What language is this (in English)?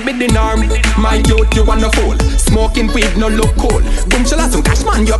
Jamaican Creole English